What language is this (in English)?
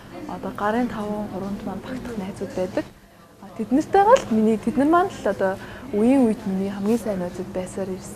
Mongolian